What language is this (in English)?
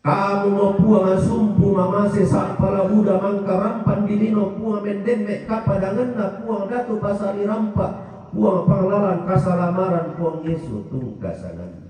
Toraja-Sa'dan